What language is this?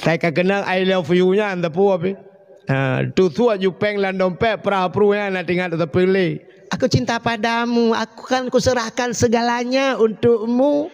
Achinese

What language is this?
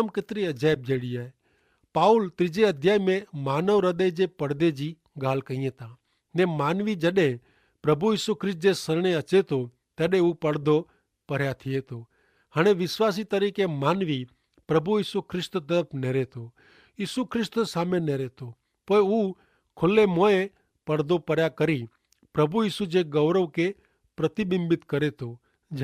Kachhi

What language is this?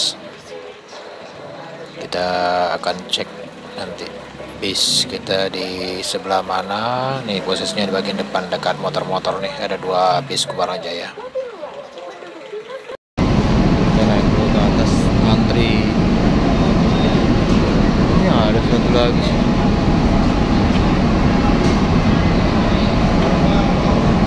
Indonesian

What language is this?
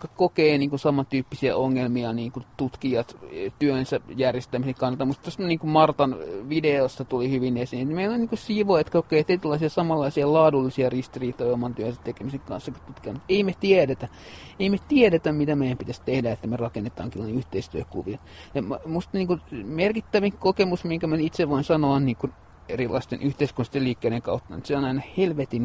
Finnish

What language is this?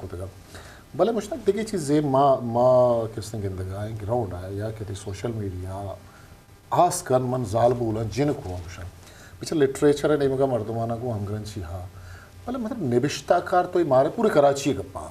Eastern Balochi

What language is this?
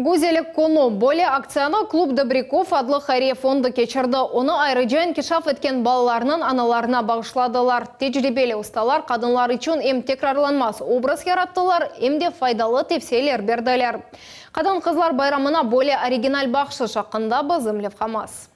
Crimean Tatar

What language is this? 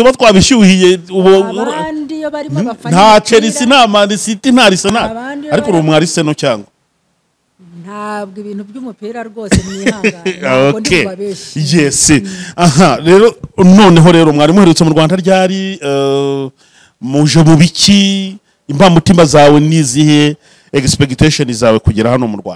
Kinyarwanda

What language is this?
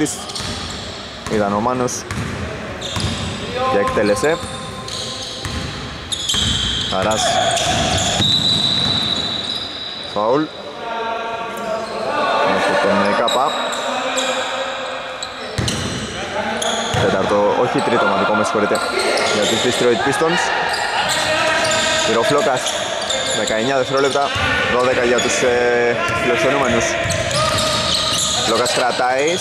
Greek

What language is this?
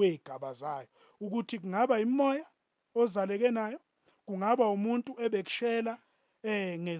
Zulu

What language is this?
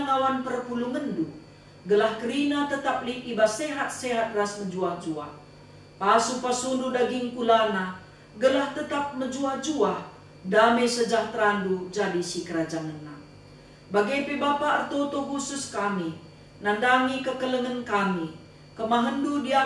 Batak Karo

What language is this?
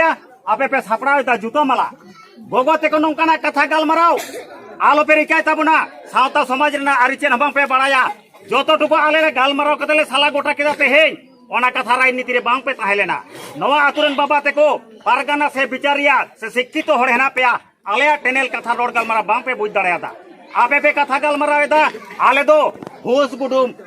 Santali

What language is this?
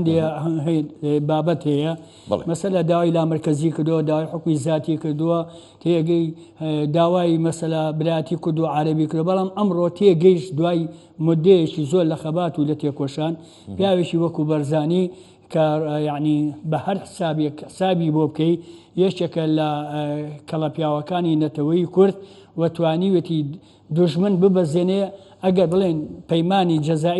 Central Kurdish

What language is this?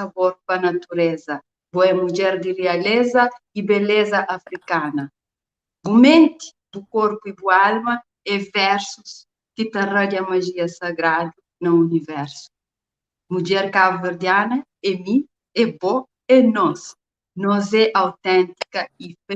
Kabuverdianu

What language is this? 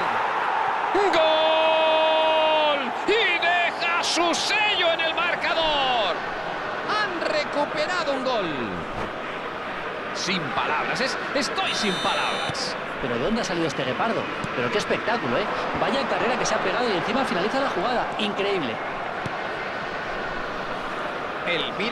Spanish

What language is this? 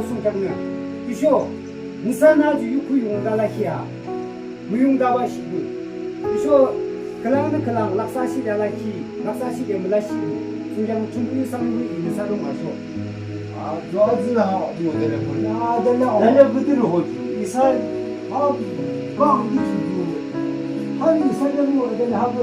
Yimchungru Naga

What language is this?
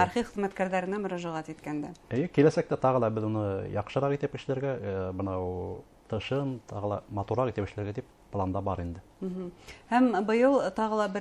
Bashkir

